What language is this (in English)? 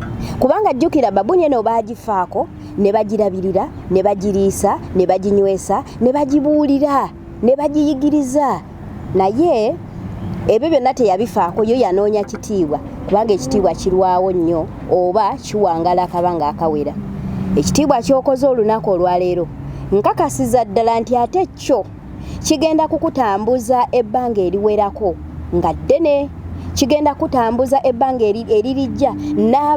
Ganda